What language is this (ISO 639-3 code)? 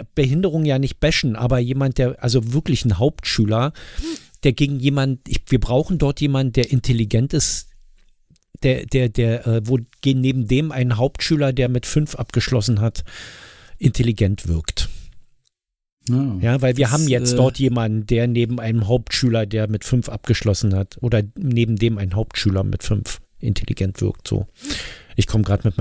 deu